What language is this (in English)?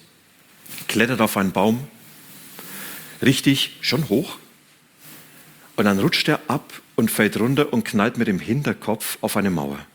German